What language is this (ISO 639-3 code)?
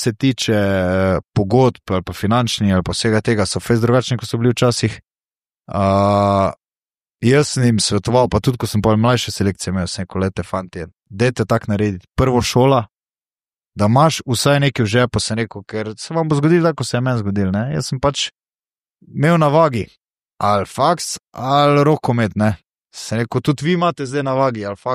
slv